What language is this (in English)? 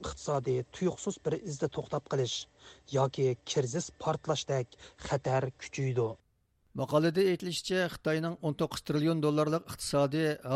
Uyghur